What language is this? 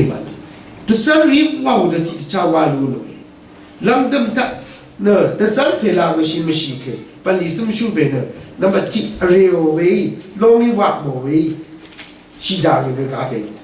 Rawang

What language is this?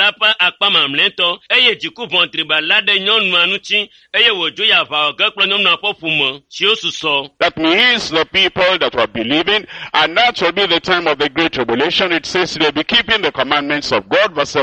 Ewe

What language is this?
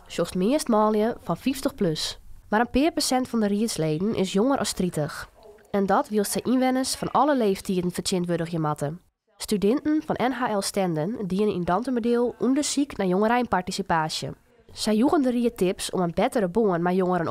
Western Frisian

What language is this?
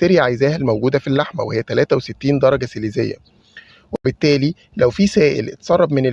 Egyptian Arabic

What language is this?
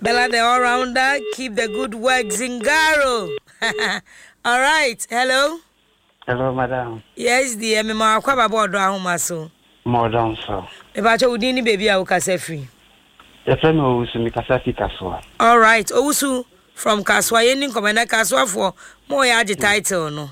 Akan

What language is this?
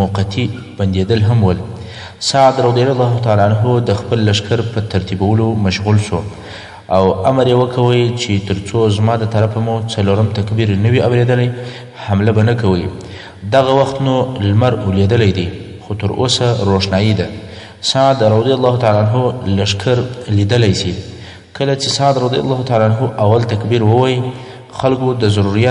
Pashto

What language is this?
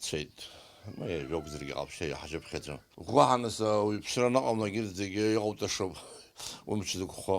Abkhazian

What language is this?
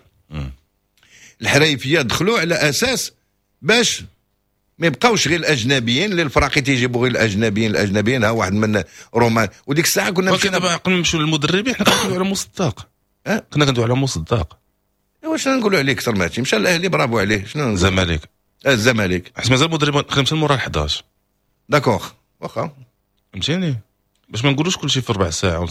Moroccan Arabic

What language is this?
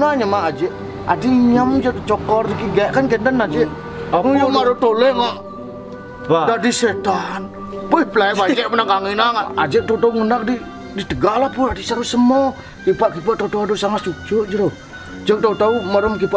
Balinese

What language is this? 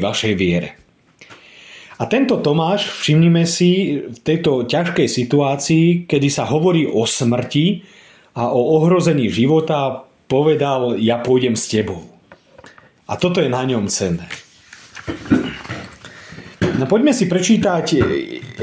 Slovak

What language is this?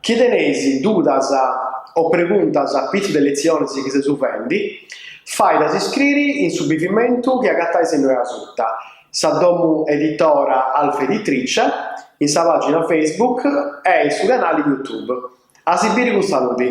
Sardinian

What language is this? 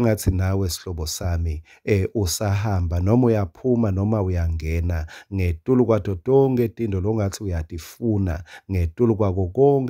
Swati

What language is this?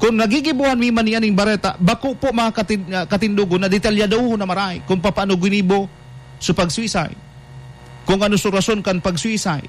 Bikol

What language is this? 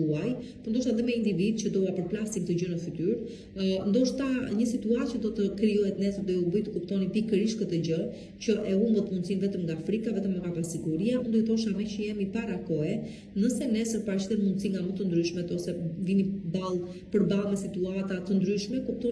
Albanian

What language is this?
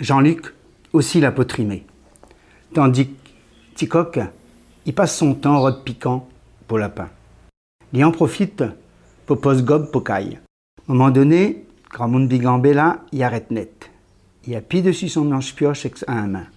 Réunion Creole French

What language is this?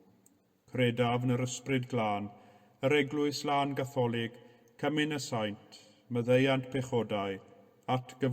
Welsh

